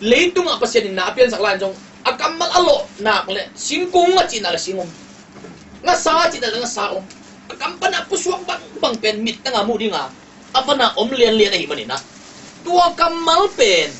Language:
Tedim Chin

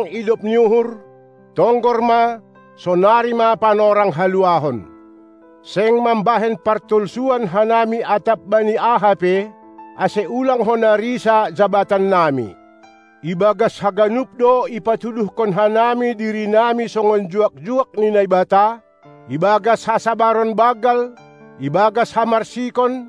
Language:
Batak Simalungun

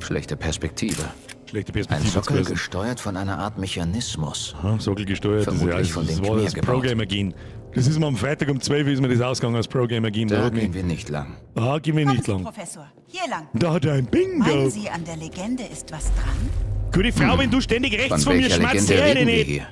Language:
Bavarian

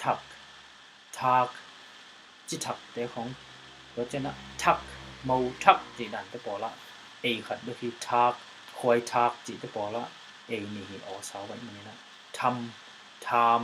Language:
Tedim Chin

